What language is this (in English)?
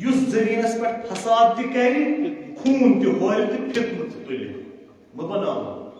Kashmiri